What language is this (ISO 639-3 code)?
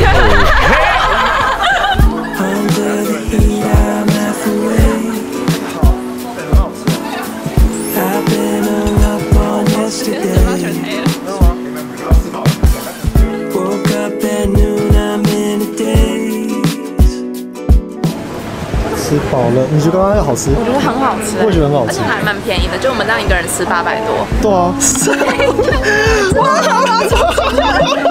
zho